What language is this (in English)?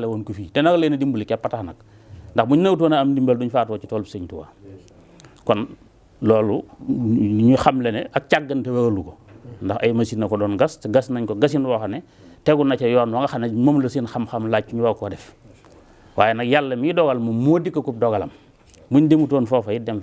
Wolof